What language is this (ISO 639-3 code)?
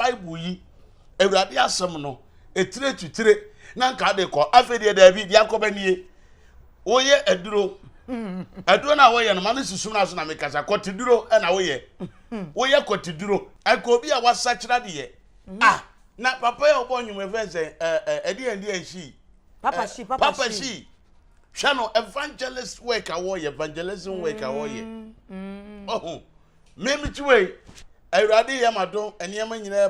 aka